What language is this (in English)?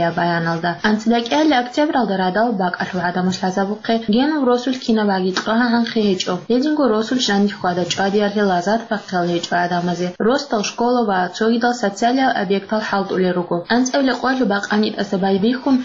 Avaric